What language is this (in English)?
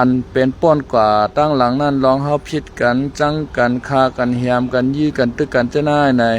Shan